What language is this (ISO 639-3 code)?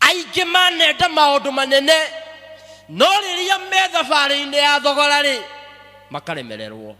kik